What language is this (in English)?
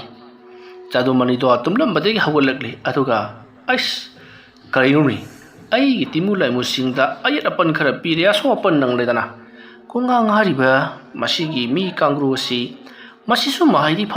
Manipuri